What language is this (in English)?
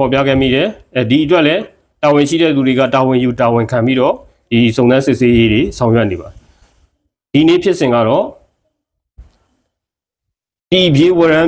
Burmese